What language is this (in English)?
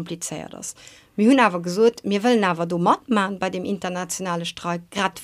Luxembourgish